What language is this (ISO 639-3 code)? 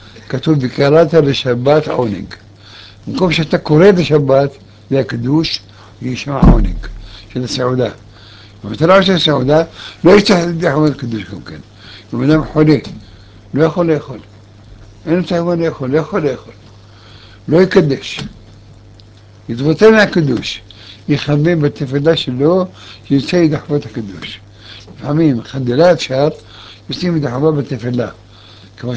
heb